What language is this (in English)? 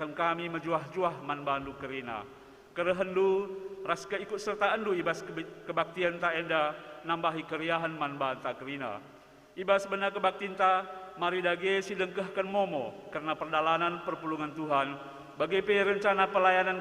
Batak Karo